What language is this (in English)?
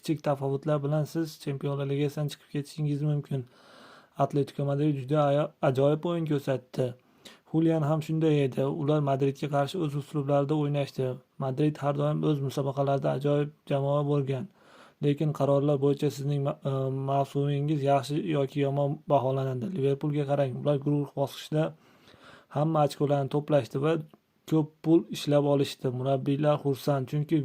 Uzbek